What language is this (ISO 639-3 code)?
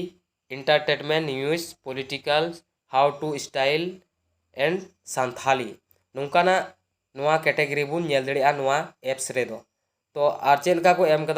sat